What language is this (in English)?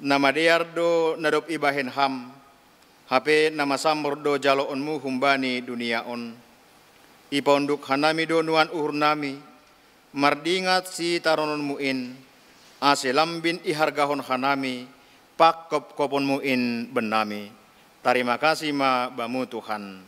Batak Simalungun